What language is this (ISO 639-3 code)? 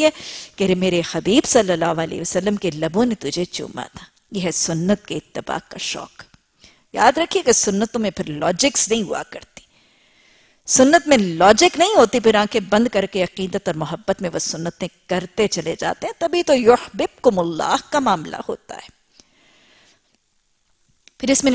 urd